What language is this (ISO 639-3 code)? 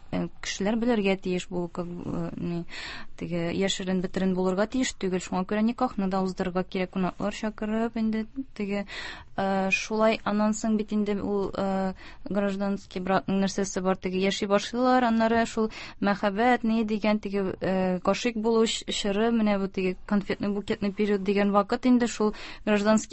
tat